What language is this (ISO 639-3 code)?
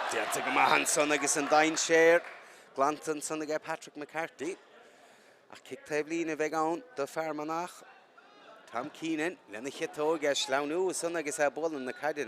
gle